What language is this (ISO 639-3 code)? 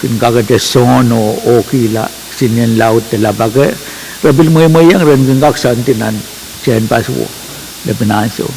pon